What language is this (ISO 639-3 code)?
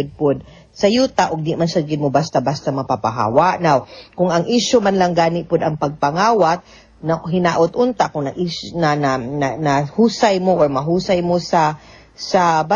ceb